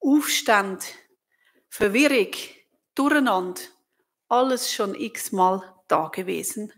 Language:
Swiss German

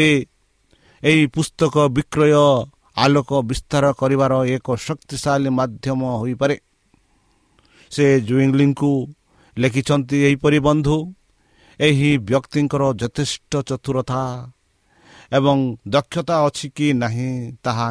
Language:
Odia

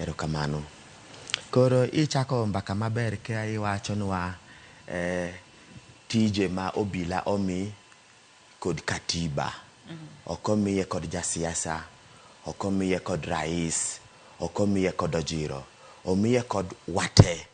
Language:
Luo (Kenya and Tanzania)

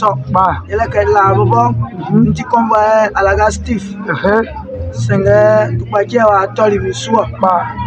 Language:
Baoulé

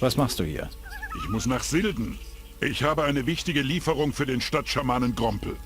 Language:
Bavarian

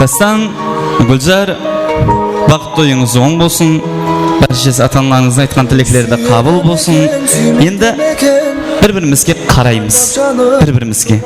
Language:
Kara-Kalpak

